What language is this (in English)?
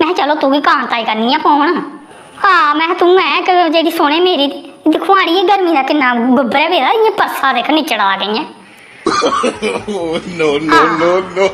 Dogri